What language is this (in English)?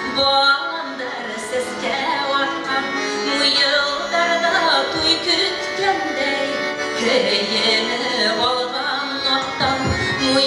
Bashkir